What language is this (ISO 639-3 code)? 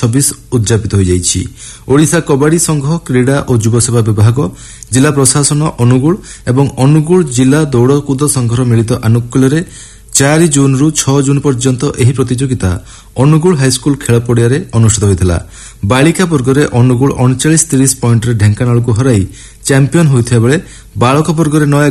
ori